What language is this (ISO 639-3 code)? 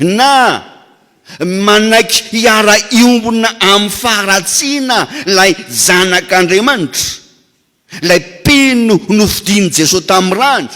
mlg